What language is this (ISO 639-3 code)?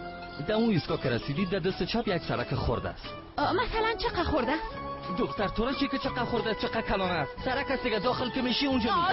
tgk